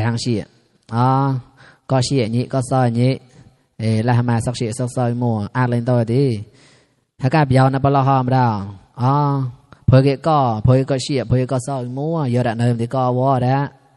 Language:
Mon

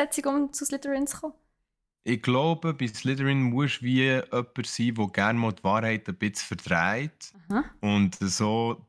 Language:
Swiss German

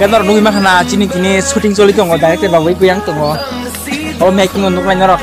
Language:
Kok Borok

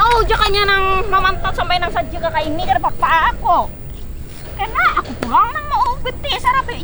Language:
Banjar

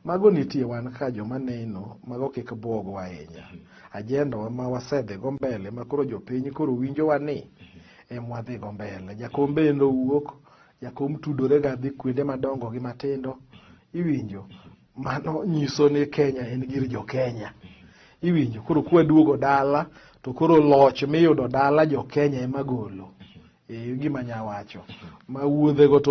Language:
Luo (Kenya and Tanzania)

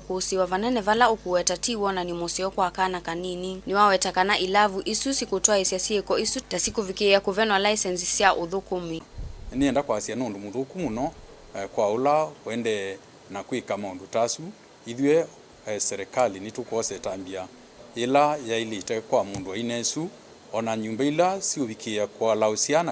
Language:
Kamba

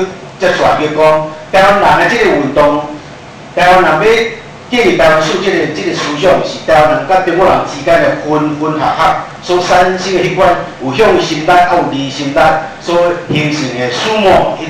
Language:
Min Nan Chinese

